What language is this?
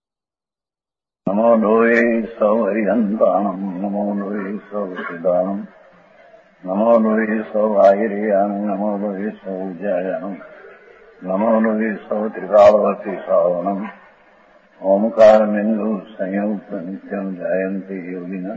Gujarati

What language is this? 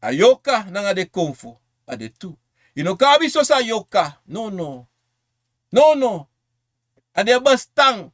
Sranan Tongo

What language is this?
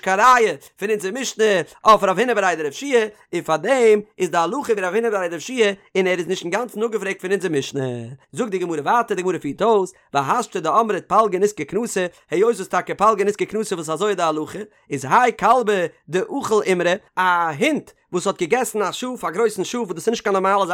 Yiddish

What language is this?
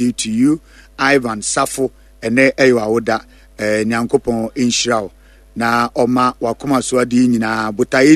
Akan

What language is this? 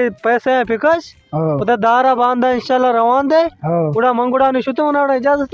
Baluchi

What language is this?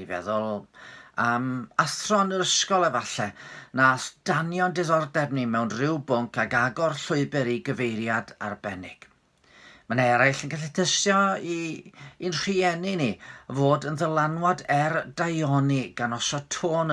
Welsh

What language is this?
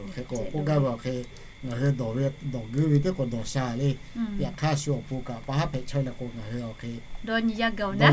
Lahu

